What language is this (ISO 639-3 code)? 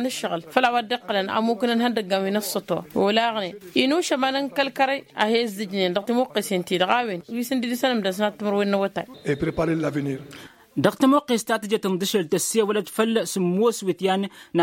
taq